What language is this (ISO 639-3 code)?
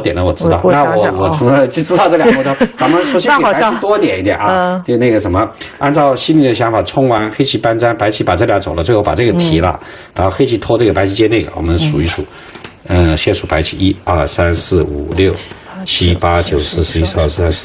zho